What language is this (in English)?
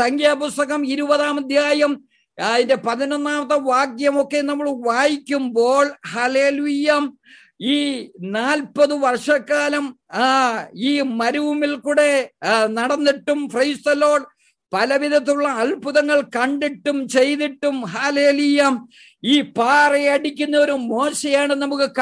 Malayalam